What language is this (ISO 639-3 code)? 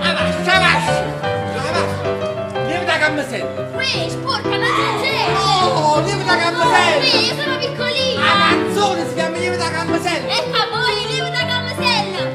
nap